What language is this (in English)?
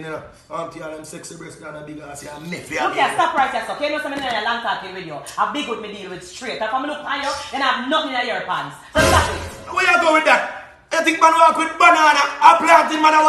Jamaican Creole English